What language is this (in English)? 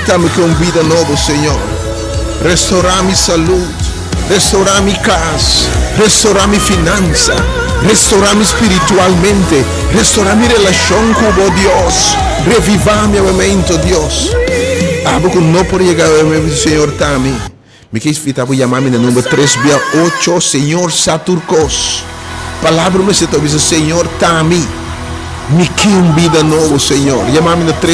Papiamento